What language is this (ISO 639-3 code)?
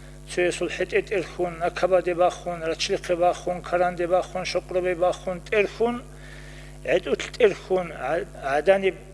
ava